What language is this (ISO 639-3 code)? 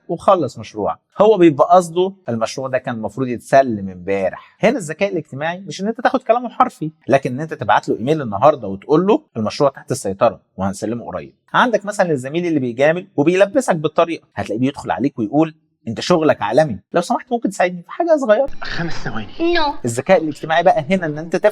arz